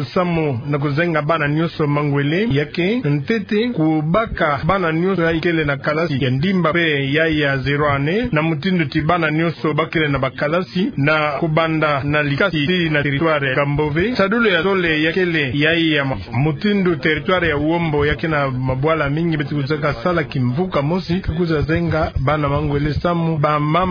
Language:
Kituba (Democratic Republic of Congo)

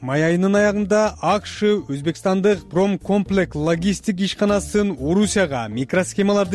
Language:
Kyrgyz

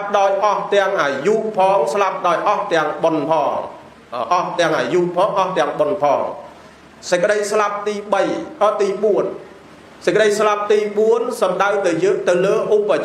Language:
Khmer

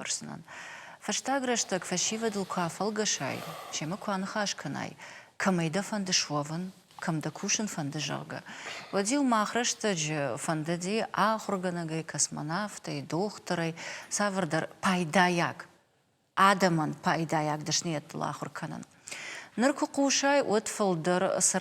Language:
Ossetic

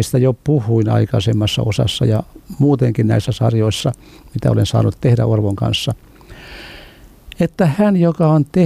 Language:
Finnish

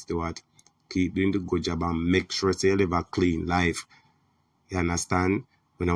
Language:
Jamaican Creole English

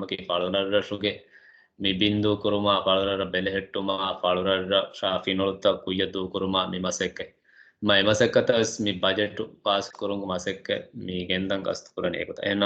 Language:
Divehi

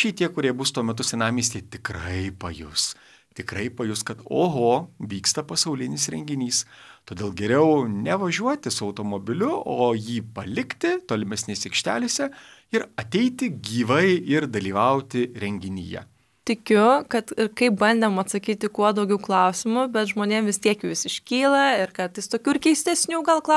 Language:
Lithuanian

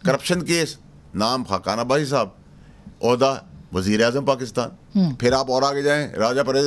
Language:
Urdu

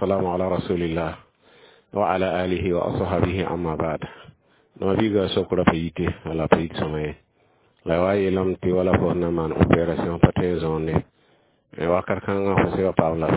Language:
Mossi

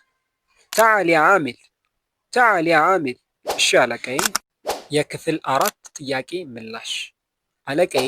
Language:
Amharic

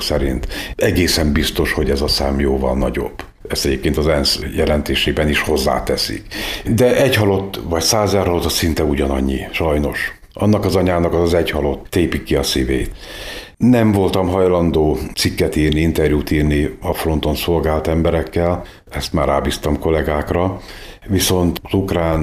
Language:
Hungarian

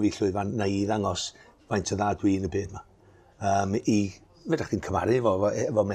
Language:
Welsh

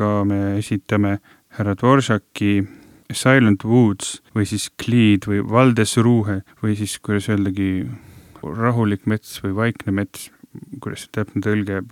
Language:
Estonian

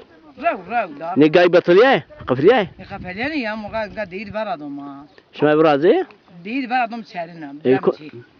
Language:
Zaza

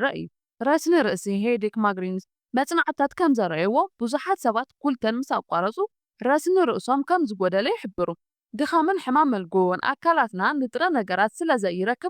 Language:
Tigrinya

